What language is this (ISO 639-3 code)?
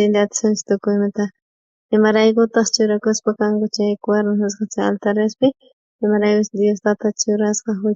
quh